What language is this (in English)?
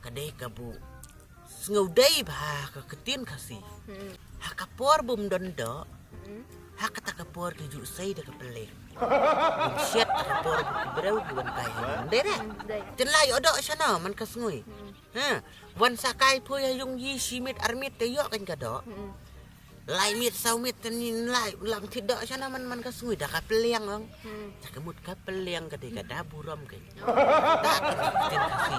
Khasi